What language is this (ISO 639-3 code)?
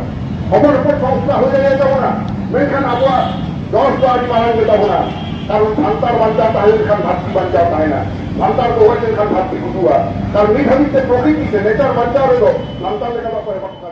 sat